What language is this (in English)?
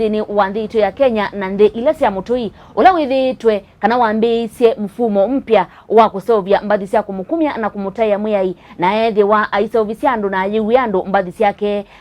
Kamba